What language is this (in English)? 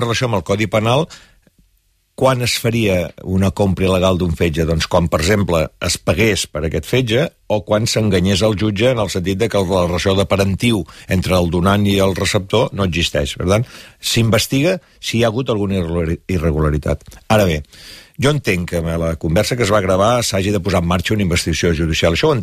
Catalan